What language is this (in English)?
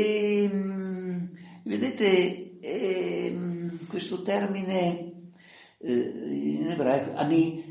Italian